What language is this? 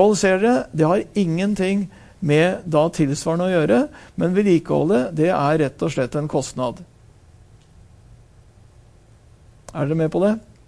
Norwegian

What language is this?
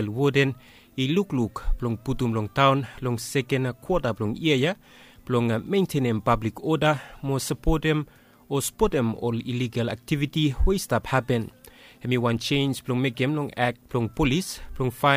Bislama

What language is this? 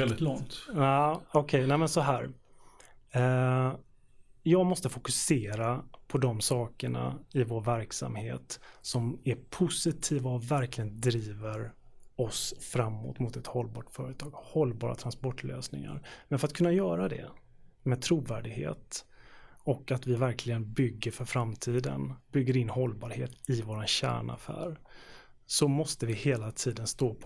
Swedish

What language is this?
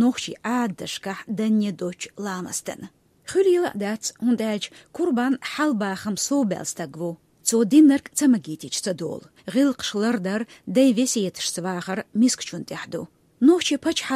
Chechen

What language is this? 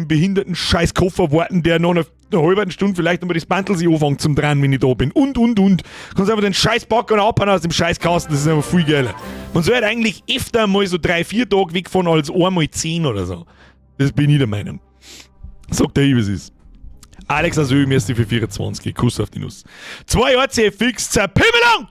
Bavarian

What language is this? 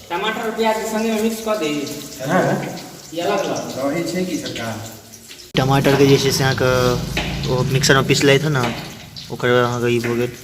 Maithili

